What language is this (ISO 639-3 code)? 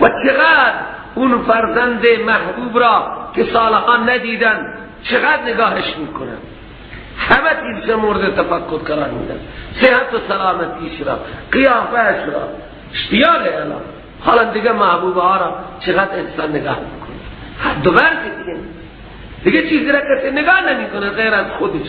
fas